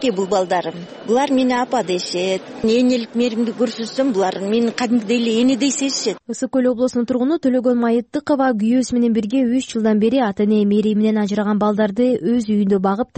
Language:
Kyrgyz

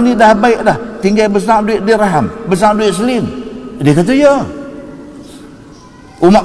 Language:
Malay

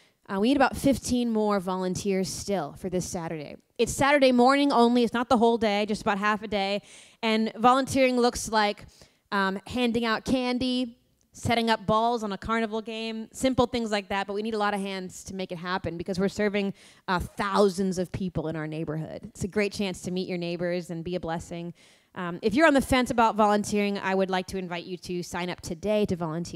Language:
English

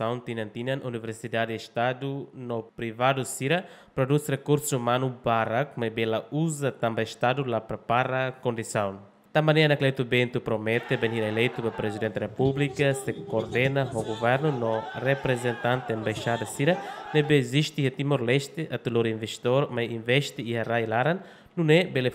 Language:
Tetum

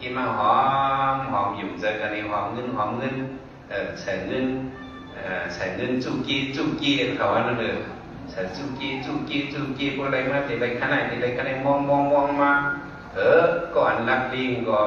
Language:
Shan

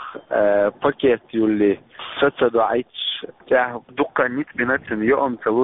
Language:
Chechen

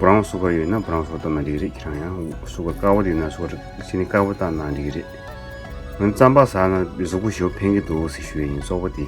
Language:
Tibetan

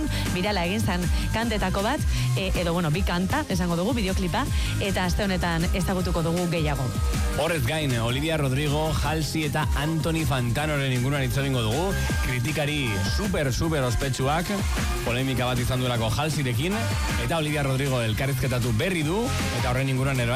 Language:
Basque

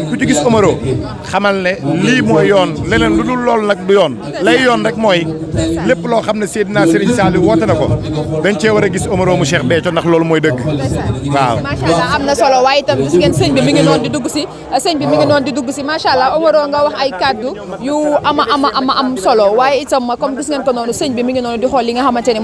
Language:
Wolof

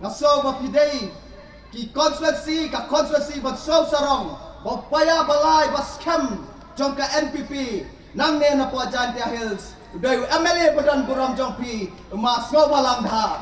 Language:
Pnar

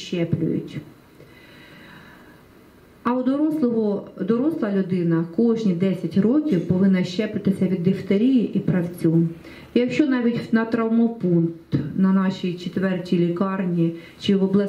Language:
Ukrainian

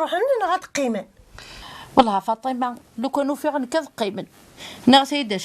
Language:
Kabyle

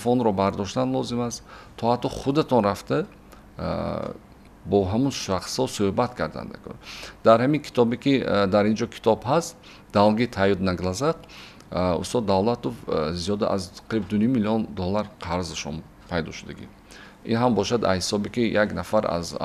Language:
Tajik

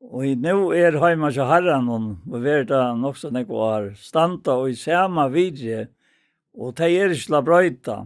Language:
Faroese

